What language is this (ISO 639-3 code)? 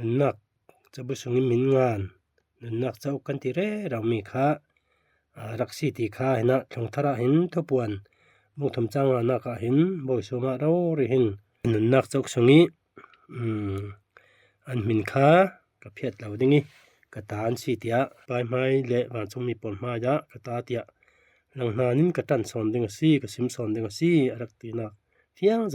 cfm